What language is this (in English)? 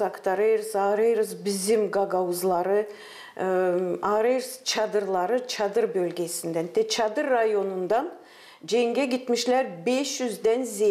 Gagauz